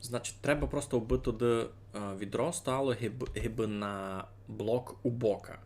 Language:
Rusyn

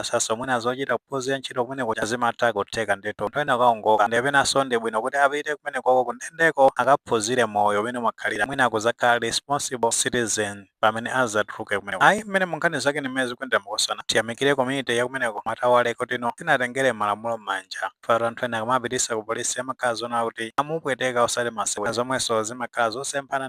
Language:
Nyanja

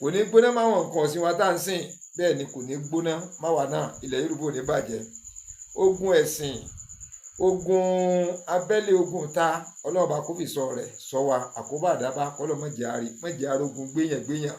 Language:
Yoruba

